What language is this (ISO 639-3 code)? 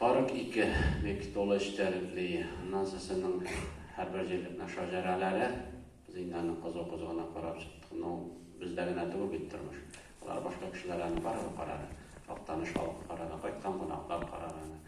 tat